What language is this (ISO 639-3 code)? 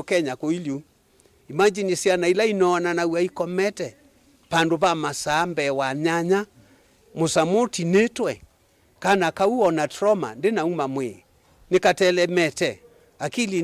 kam